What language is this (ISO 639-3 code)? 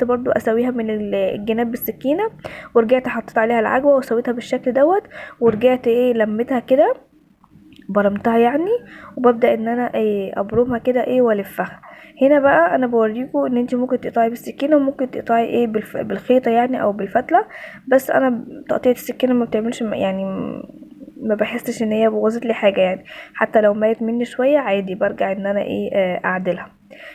arz